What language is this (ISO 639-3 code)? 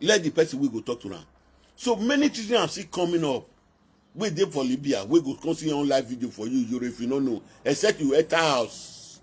pcm